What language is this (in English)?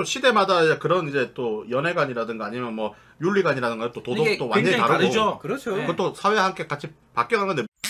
Korean